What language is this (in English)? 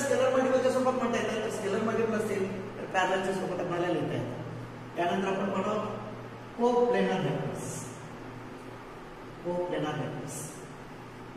Marathi